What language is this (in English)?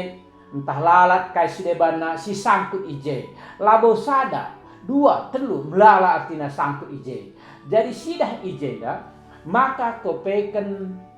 Batak Karo